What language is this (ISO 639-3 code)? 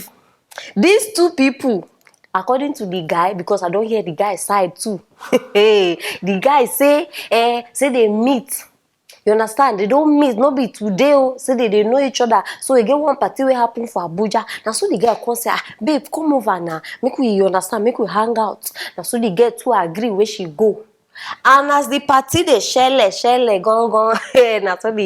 pcm